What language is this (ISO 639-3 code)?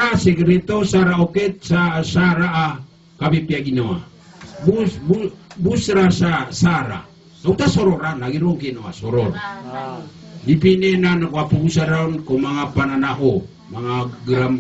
mrw